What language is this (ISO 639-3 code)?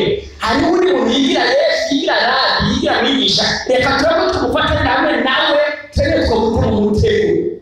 run